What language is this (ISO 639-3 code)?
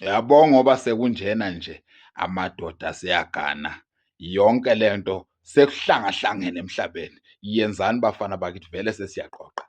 zul